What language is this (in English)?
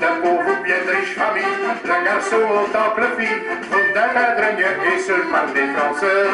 Picard